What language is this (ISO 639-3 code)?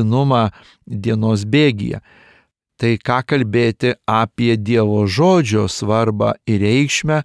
lit